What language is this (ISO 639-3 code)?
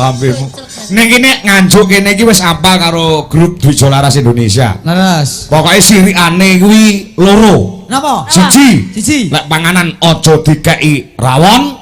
jav